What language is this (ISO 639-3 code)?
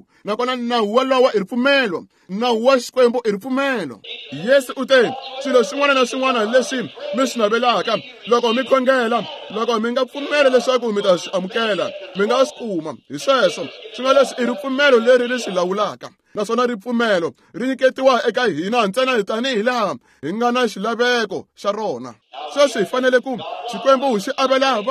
tso